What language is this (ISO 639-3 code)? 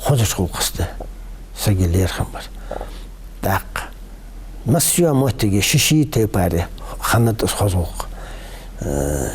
inh